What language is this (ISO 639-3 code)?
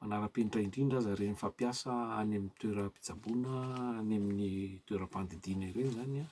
mlg